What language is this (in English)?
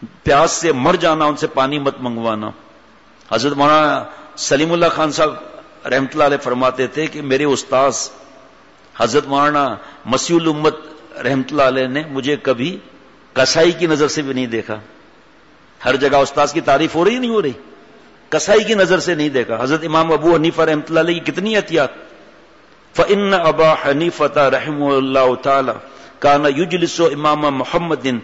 Urdu